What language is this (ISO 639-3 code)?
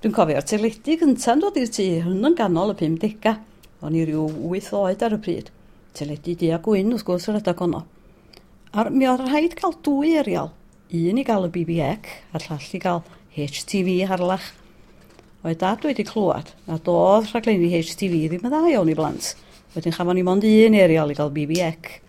cym